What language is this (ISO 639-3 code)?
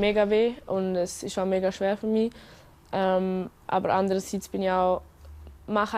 roh